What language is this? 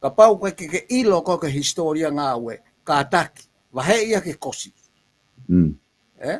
Tongan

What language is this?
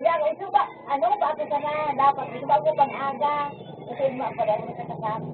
Bikol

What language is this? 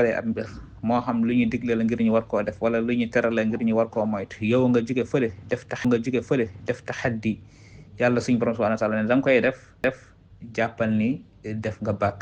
Wolof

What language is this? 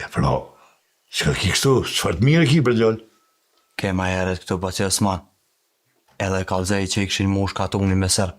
Albanian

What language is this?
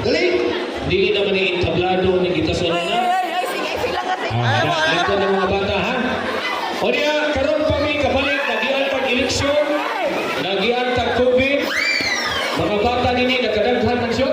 Cebuano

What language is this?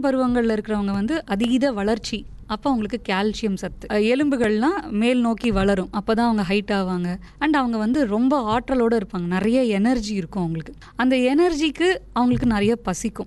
Tamil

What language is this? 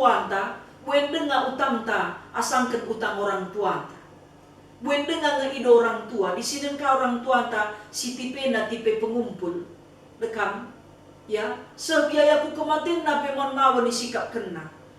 Batak Karo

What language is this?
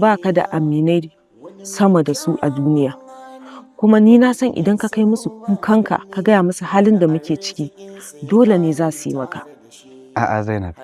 Hausa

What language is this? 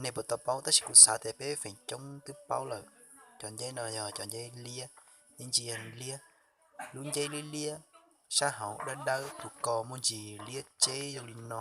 Hmong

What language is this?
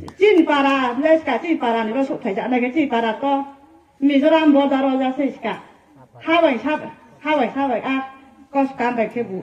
Riang (India)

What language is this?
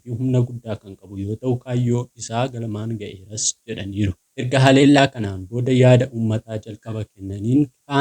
Oromo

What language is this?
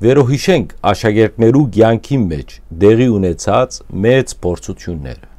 Western Armenian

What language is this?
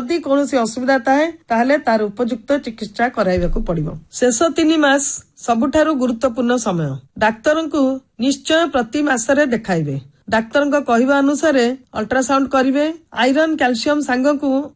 Odia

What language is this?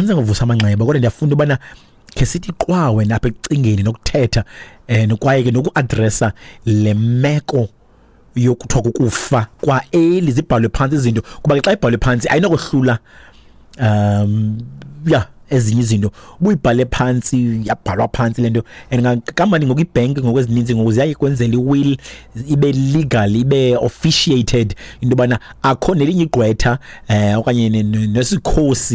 Xhosa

